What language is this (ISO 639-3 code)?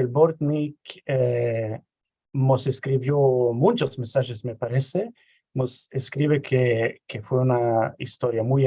lad